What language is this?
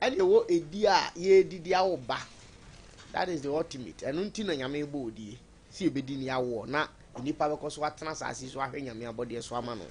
Akan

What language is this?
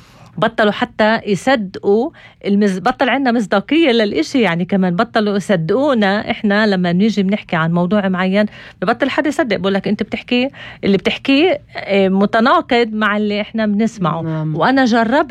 North Levantine Arabic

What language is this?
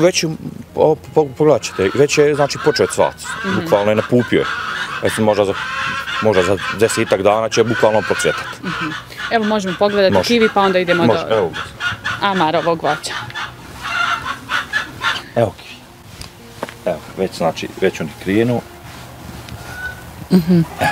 Bosnian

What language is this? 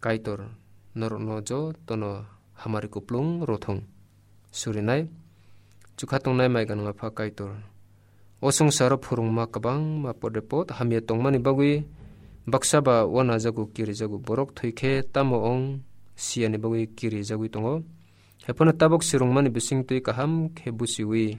Kok Borok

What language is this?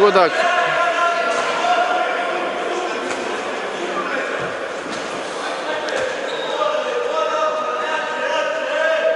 Serbian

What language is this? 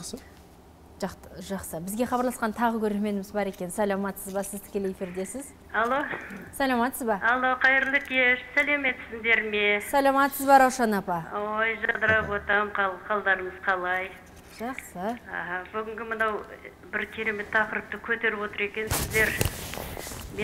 Kazakh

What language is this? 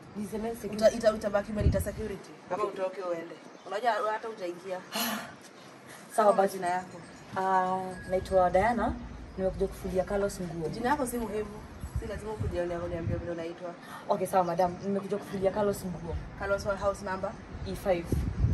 Swahili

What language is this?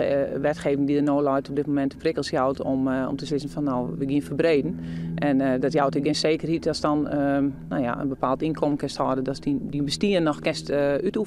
Western Frisian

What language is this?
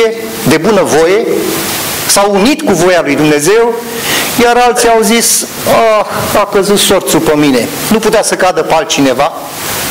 Romanian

